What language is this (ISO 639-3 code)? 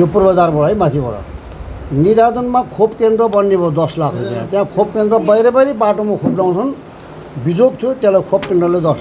nep